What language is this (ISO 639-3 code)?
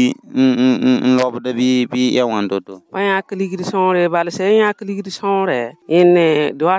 mos